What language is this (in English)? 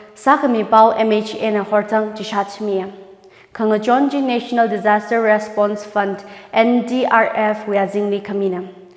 Tangkhul Naga (India)